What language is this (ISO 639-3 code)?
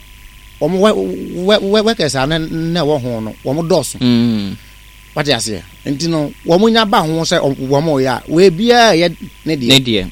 aka